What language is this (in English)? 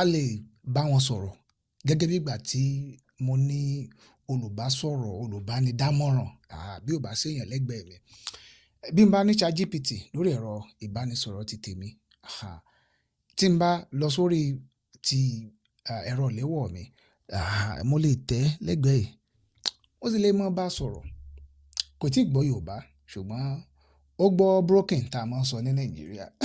Yoruba